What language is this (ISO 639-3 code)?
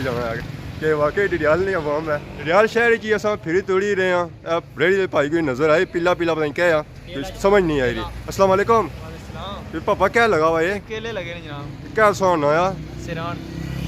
phr